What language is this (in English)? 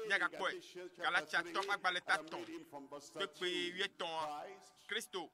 Ewe